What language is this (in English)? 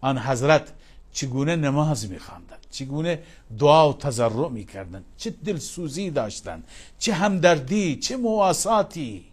Persian